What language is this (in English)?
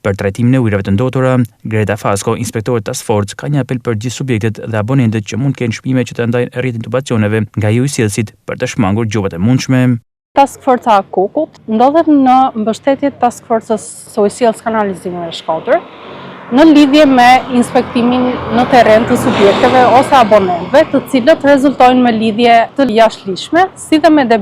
Albanian